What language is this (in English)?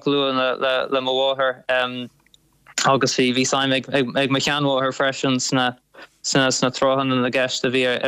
Irish